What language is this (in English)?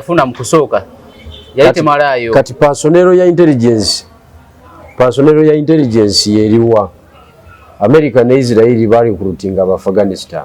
Ganda